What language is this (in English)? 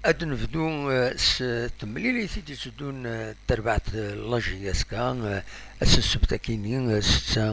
Kabyle